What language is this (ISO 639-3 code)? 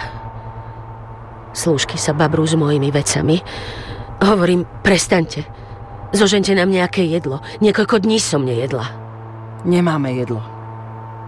slk